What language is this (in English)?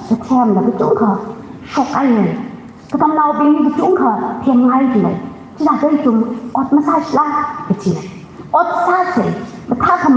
Tangkhul Naga (India)